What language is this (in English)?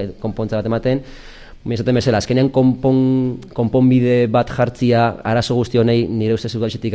Basque